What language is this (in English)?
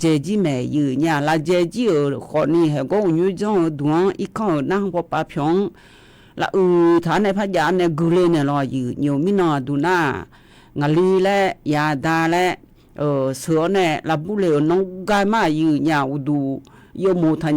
Akha